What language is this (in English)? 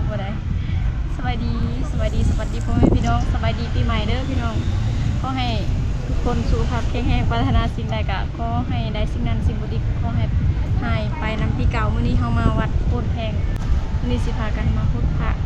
Lao